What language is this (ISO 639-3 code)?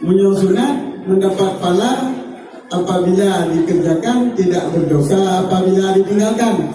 ace